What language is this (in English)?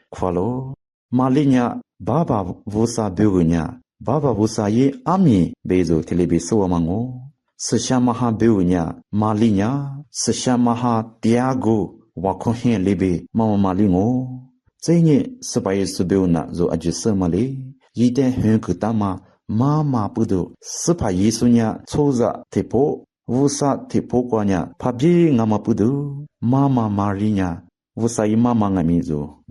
Lisu